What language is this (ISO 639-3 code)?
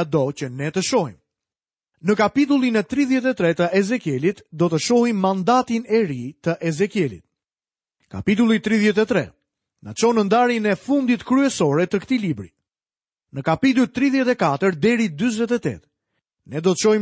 sqi